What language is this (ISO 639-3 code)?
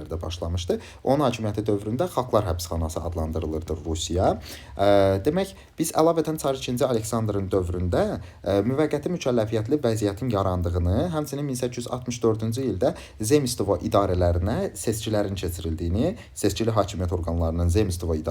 aze